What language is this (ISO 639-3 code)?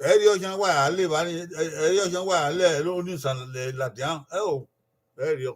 bin